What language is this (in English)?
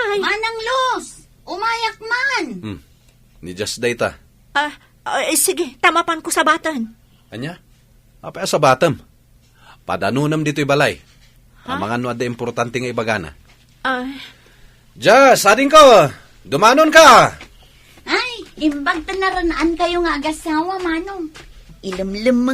Iloko